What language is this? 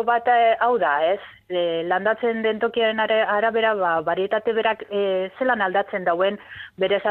Basque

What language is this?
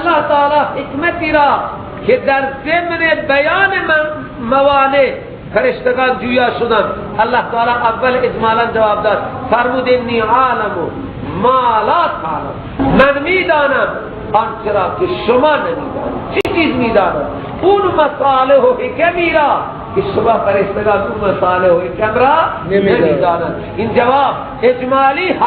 Persian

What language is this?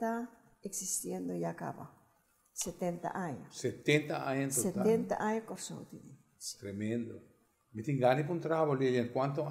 Papiamento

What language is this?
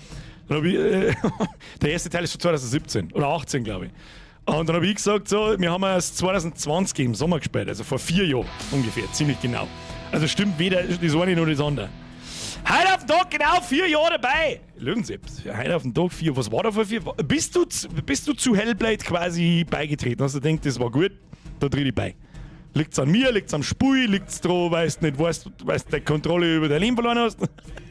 Bavarian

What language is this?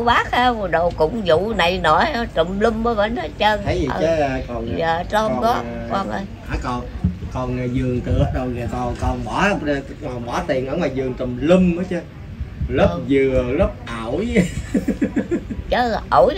Vietnamese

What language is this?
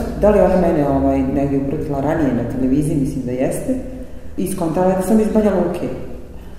Serbian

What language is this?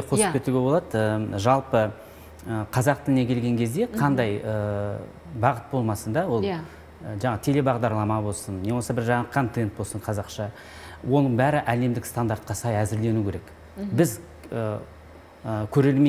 Kazakh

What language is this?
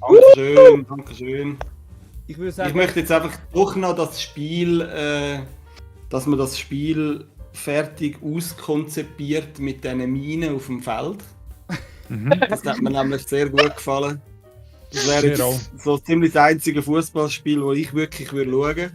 Swiss German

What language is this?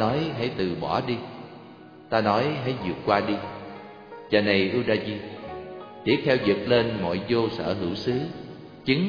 Vietnamese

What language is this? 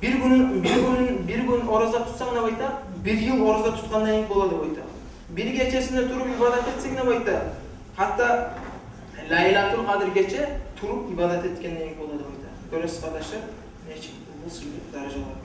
Kumyk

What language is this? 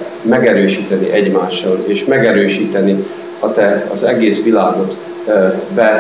Hungarian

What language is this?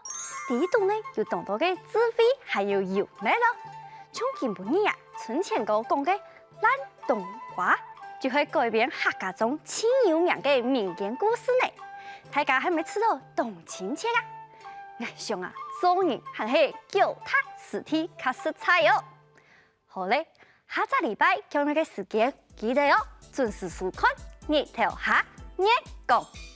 Hakka Chinese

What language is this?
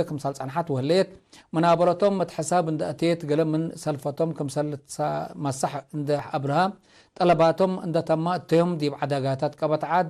Tigre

